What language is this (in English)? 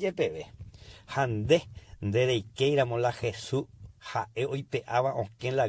Guarani